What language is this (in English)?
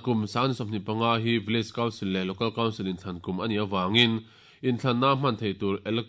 Mizo